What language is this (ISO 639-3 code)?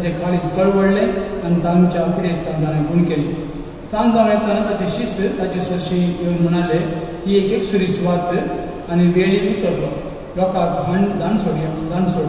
kok